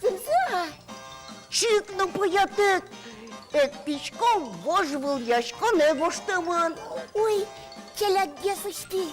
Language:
Udmurt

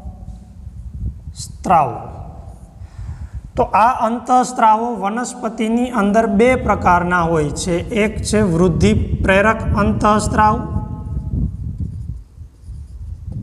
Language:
Gujarati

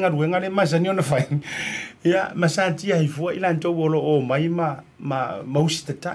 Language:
Samoan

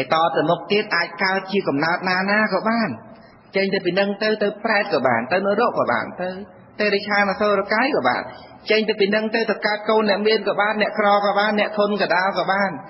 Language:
Khmer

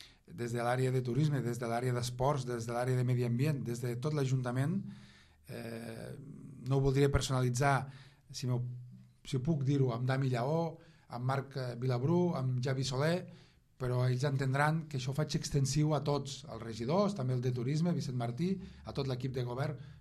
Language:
Catalan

